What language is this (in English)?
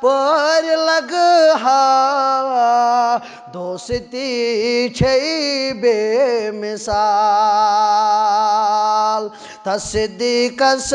Kashmiri